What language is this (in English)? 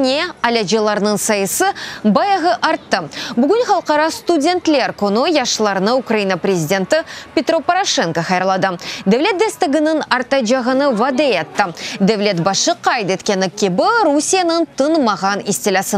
Crimean Tatar